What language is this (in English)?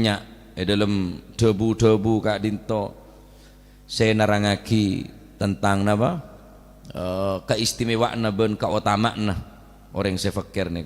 Madurese